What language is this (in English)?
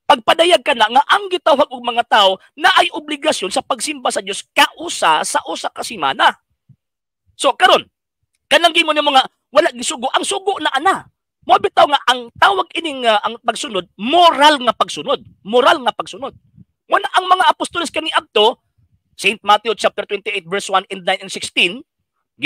Cebuano